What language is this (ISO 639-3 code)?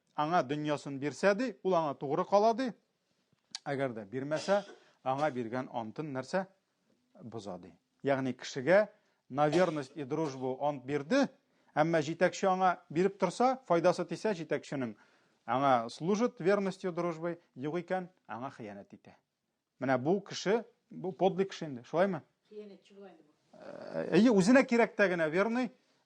tat